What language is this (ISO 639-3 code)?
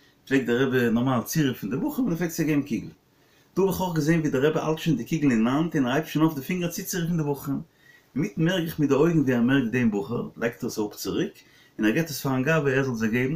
yid